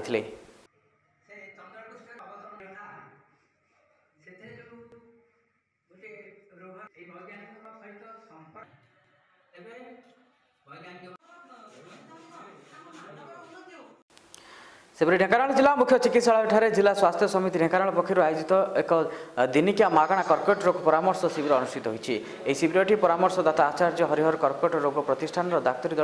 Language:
Odia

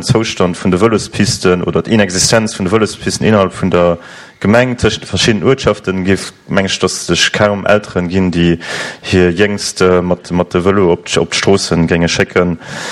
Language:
Luxembourgish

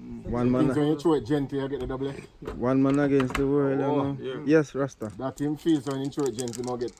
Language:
Jamaican Creole English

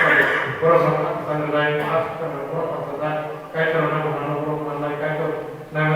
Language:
Kok Borok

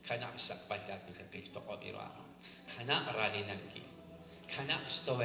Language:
Kekchí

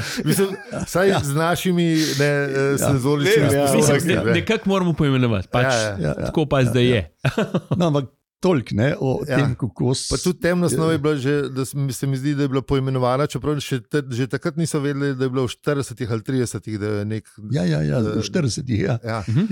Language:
Slovenian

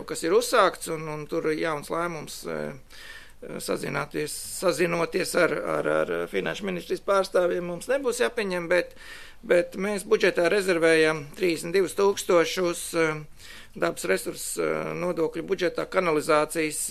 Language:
Latvian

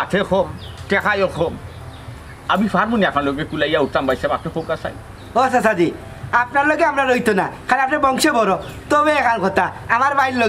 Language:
Sylheti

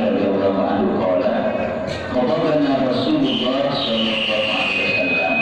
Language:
Madurese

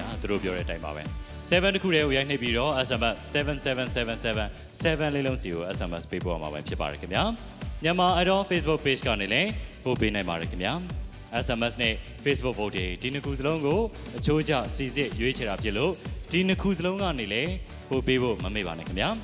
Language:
Burmese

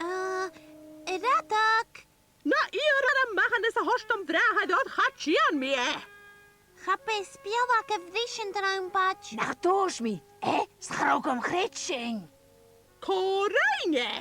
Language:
Scottish Gaelic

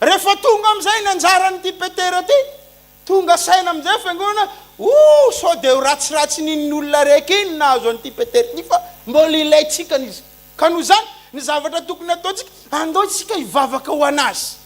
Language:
Malagasy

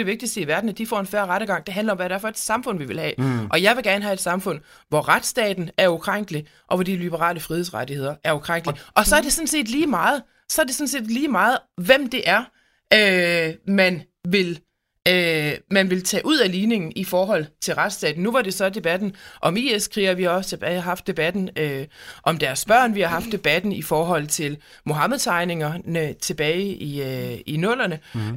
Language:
Danish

